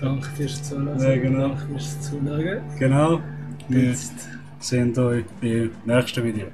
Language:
Swiss German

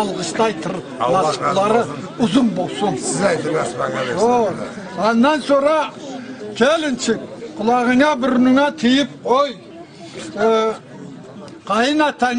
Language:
Karachay-Balkar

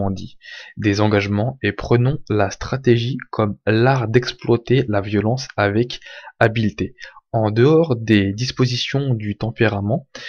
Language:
French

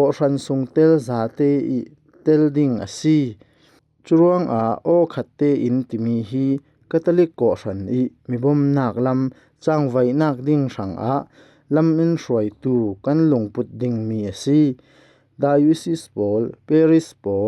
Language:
Falam Chin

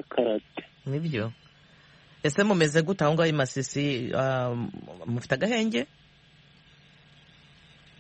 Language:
Kinyarwanda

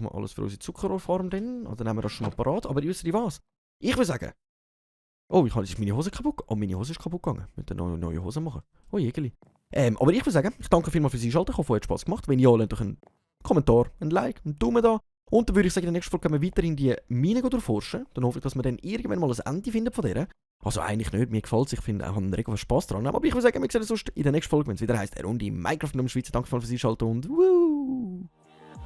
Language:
Swiss German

